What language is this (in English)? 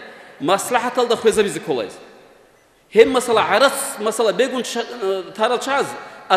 Avaric